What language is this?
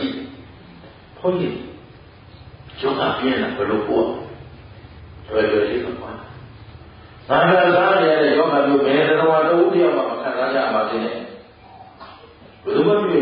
Burmese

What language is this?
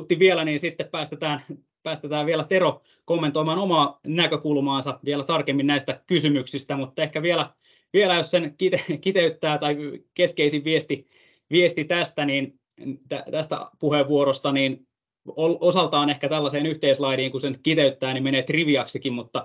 Finnish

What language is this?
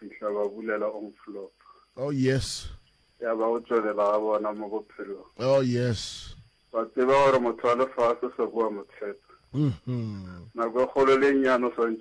Northern Sotho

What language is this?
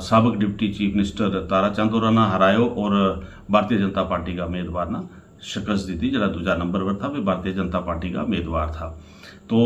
Gujari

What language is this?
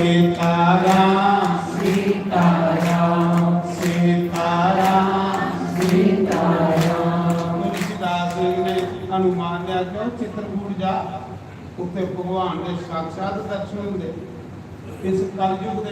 Dogri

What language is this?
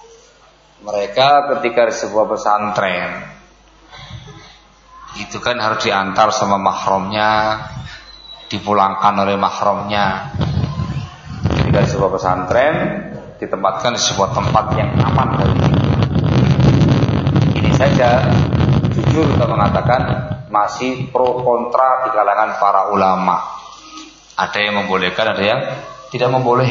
Indonesian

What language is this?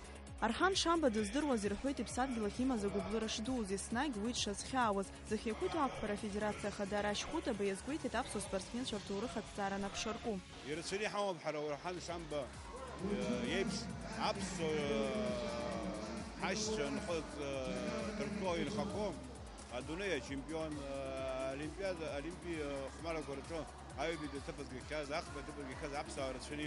Abkhazian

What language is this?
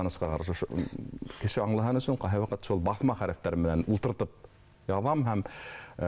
Bashkir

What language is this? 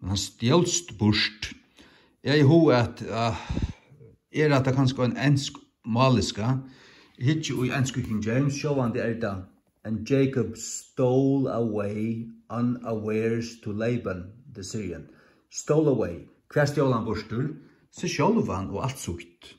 Faroese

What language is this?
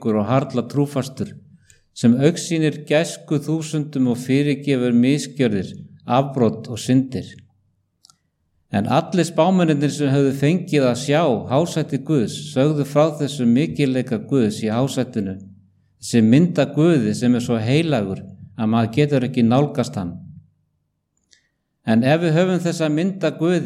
Icelandic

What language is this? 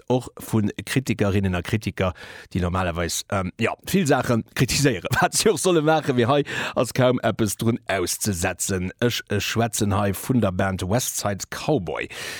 Luxembourgish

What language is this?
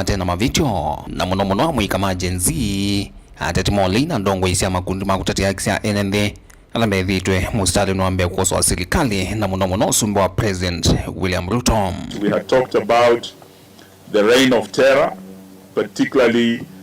Kamba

